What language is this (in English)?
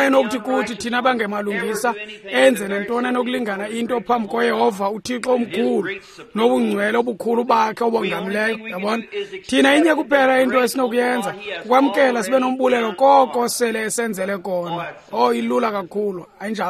Xhosa